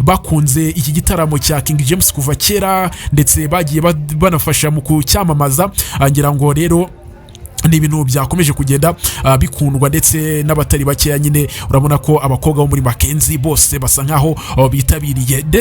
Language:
Kinyarwanda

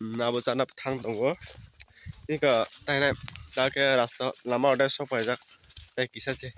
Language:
Kok Borok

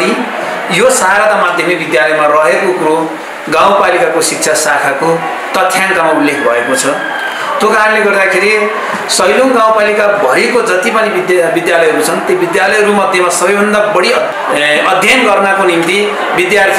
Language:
Nepali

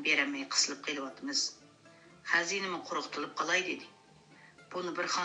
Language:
Uyghur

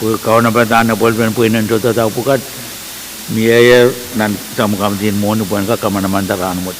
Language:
Pohnpeian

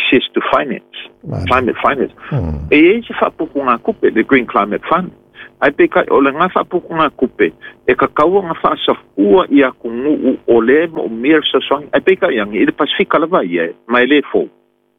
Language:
Samoan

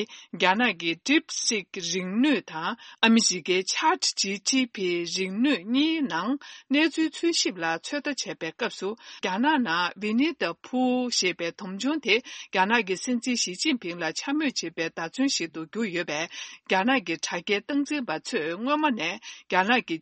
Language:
Tibetan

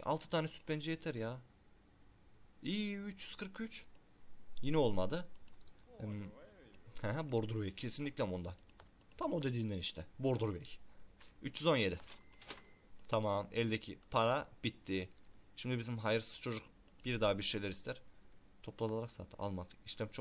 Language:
Turkish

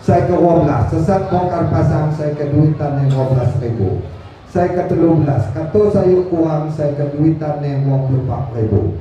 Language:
Lampung Api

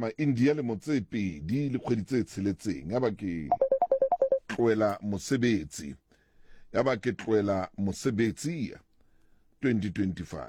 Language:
Southern Sotho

